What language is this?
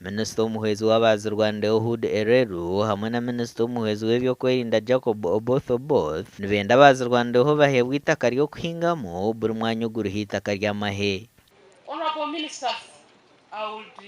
Nyankole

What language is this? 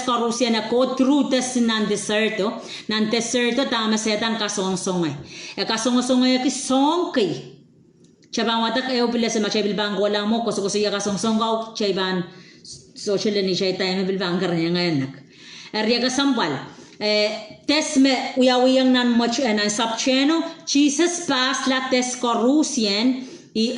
Pohnpeian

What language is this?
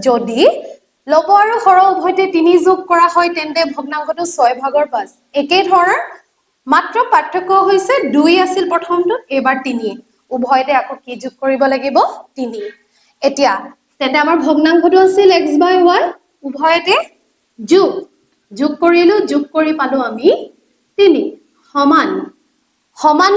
Assamese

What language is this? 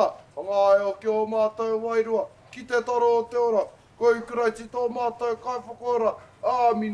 Māori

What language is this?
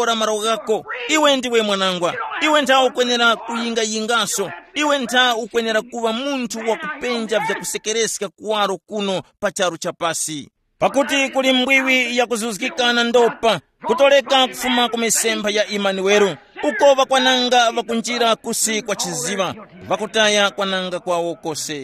Tumbuka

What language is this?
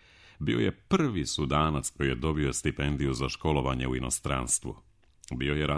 Serbian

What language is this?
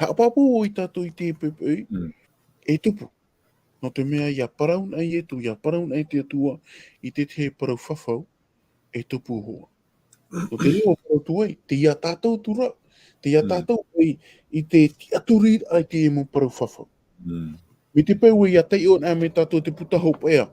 Tahitian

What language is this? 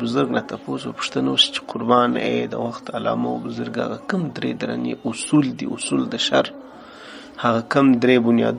Pashto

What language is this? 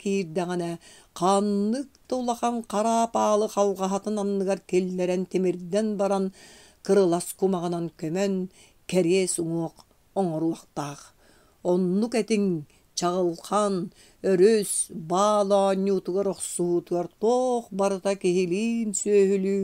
Yakut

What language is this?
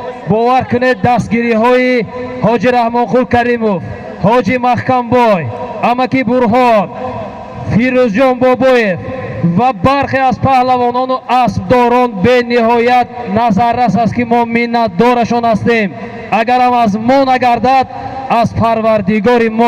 Tajik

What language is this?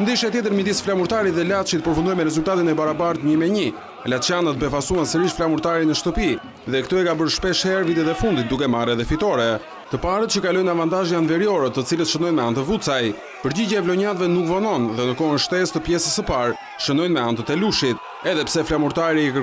Albanian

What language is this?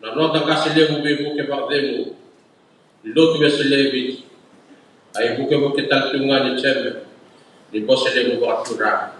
Fijian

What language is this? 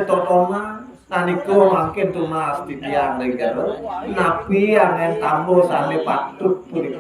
Balinese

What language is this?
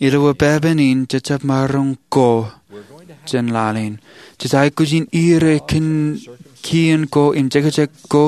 Marshallese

